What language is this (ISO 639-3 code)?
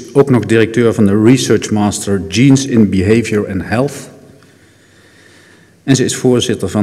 nld